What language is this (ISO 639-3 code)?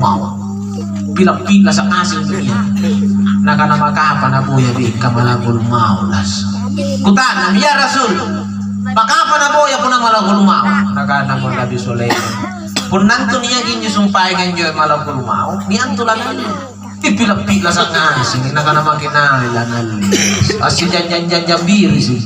mak